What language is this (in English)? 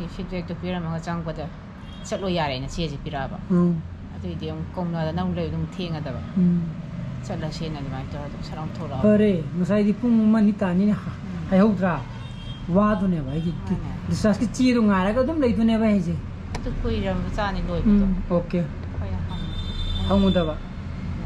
Manipuri